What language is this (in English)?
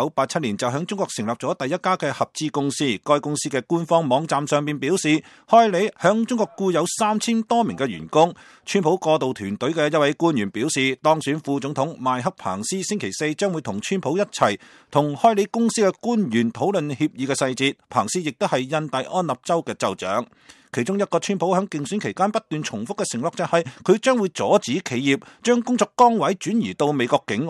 Cantonese